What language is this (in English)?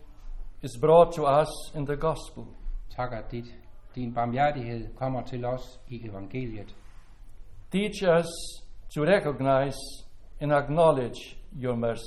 Danish